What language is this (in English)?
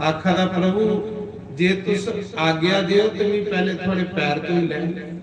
Dogri